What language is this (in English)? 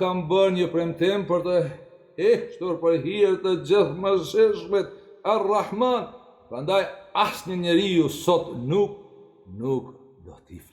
Albanian